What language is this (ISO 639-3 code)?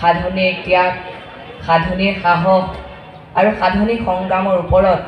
asm